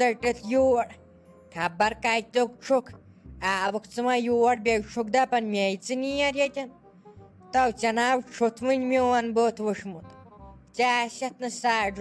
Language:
Kashmiri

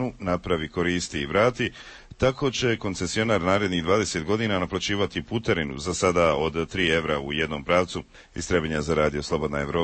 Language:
Croatian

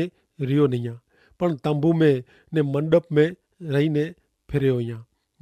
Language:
Kachhi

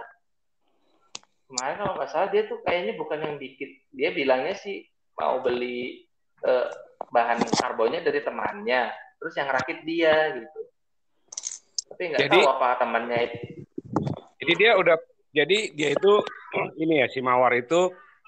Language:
Indonesian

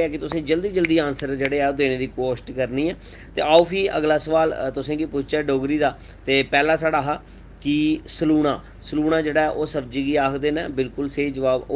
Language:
Dogri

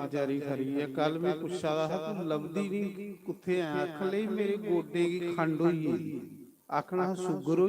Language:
Dogri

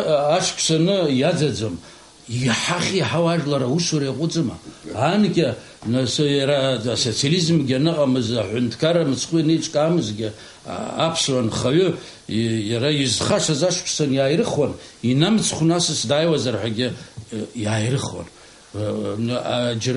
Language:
Abkhazian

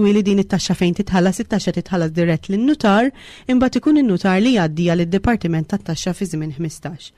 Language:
Maltese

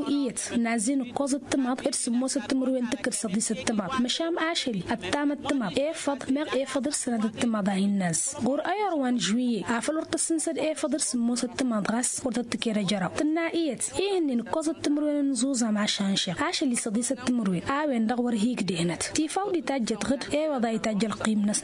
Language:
Tamasheq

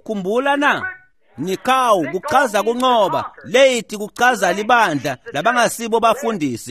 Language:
Swati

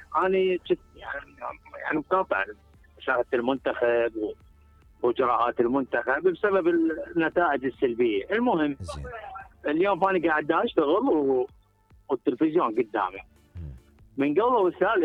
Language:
Mesopotamian Arabic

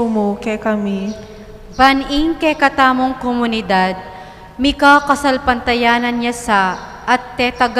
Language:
Pampanga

